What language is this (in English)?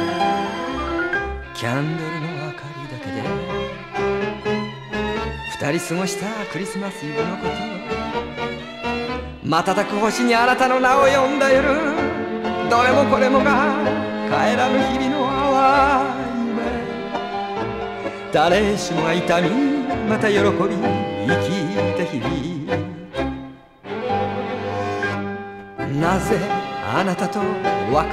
Japanese